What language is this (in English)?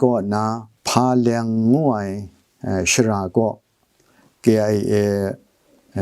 Kachin